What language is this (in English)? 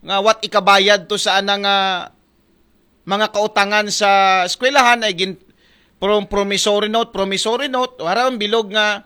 Aklanon